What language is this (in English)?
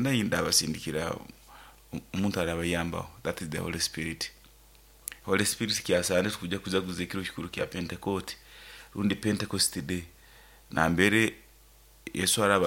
Nyoro